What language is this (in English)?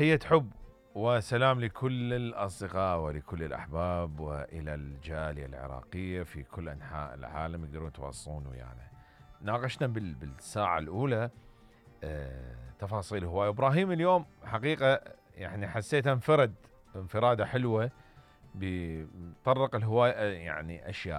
Mesopotamian Arabic